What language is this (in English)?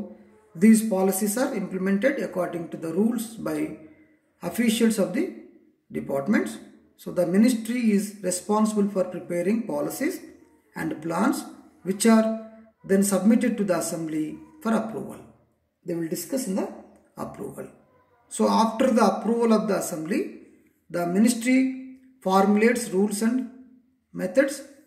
English